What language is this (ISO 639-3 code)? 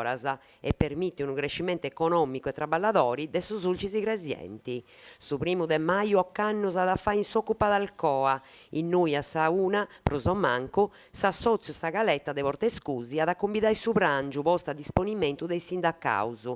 srd